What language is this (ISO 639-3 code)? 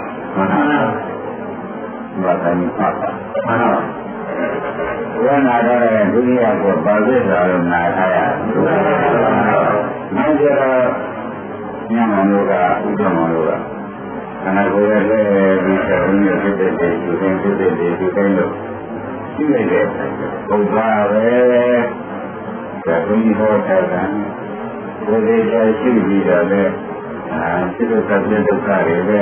mya